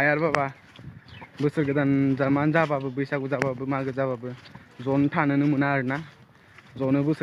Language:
Bodo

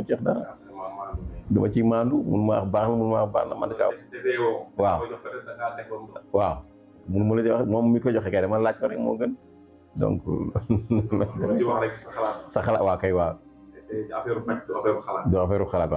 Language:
Wolof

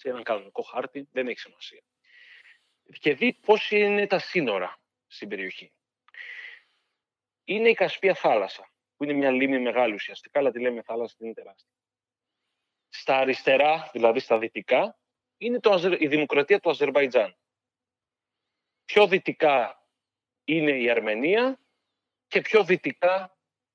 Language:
Greek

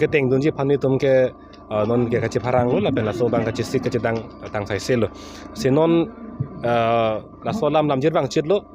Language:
Karbi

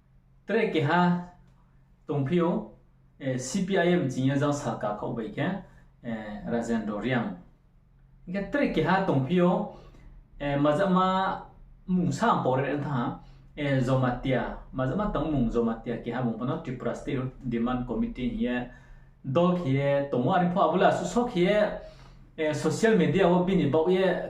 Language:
Riang (India)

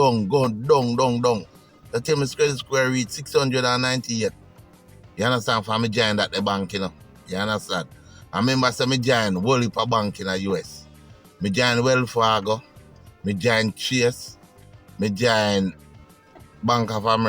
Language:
Jamaican Creole English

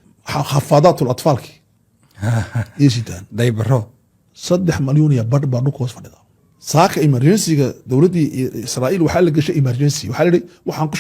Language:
Somali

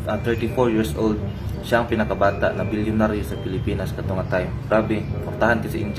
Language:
Cebuano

